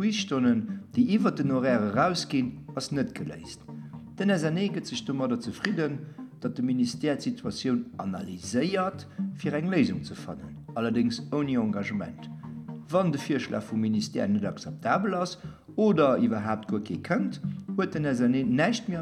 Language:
Luxembourgish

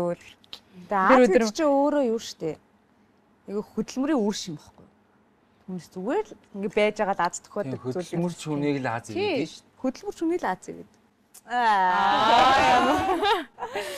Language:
Mongolian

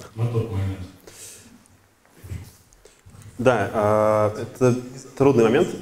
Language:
Russian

